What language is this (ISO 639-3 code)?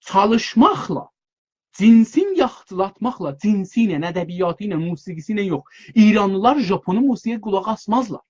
azb